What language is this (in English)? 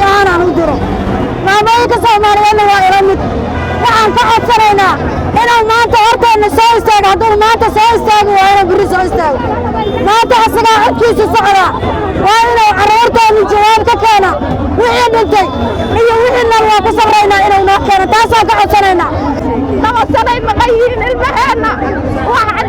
Somali